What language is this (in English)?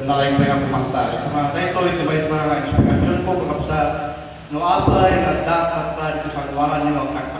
Iloko